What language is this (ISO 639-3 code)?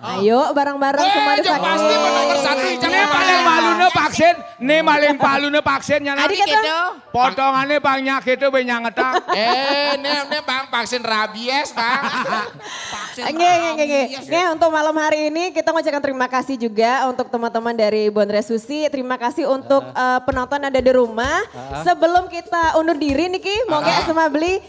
ban